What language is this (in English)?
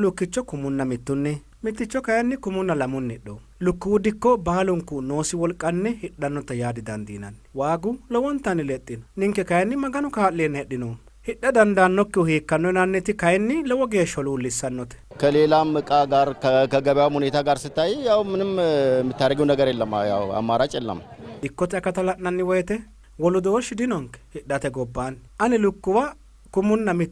Sidamo